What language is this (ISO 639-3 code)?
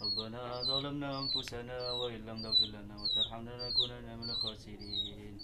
mad